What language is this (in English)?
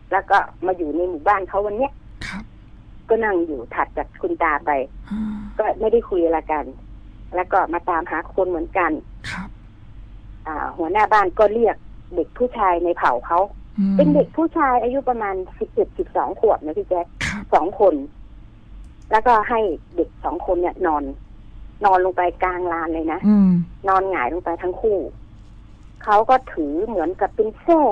Thai